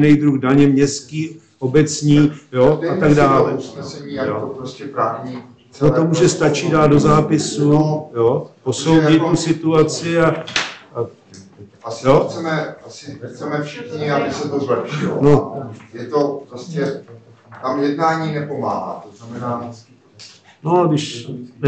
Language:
Czech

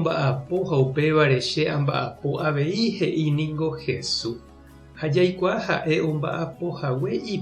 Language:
Guarani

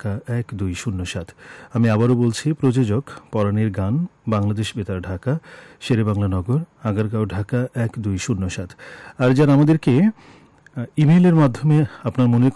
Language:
Bangla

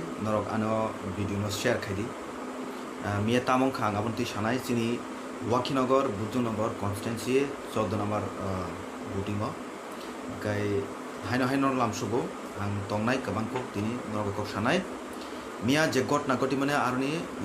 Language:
Kok Borok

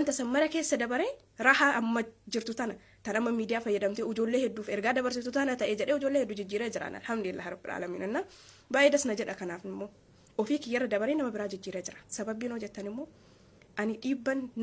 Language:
Oromo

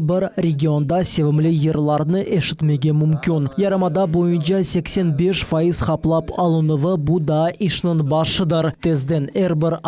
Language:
Crimean Tatar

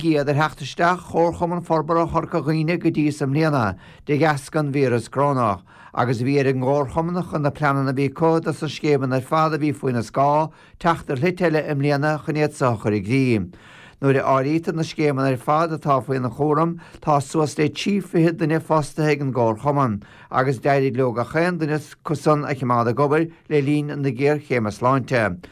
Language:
Irish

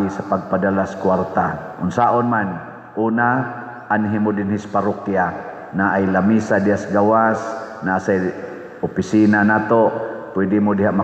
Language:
Cebuano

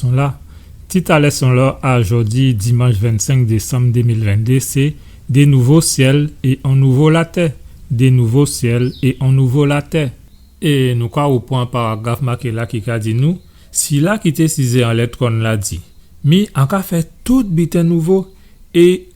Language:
Guadeloupean Creole French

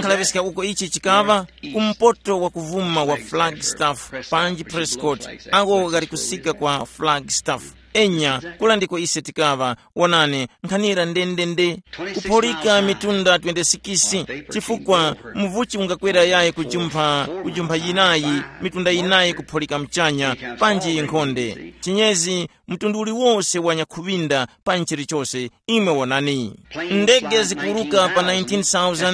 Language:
Tumbuka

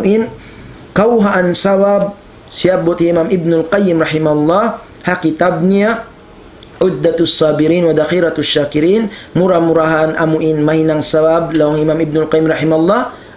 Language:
Tausug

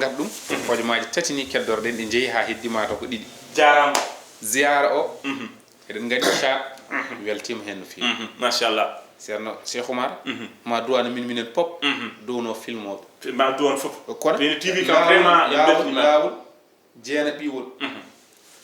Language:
Fula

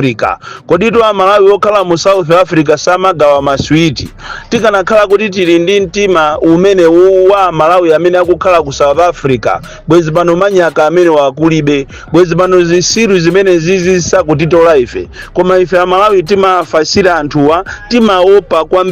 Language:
Nyanja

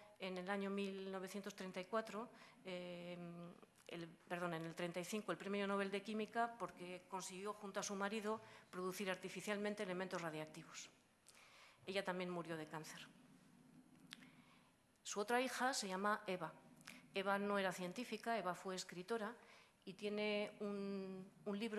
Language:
Spanish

